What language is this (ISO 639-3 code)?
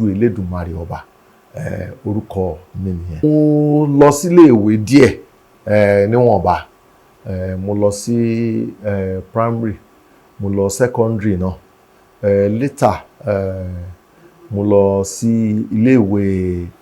yor